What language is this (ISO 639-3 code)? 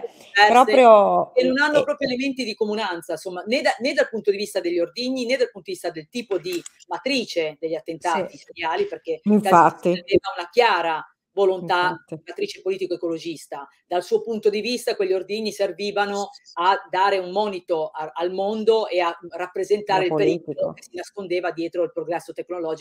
ita